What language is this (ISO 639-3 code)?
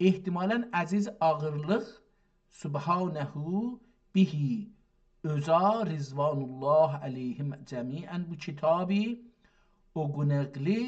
azb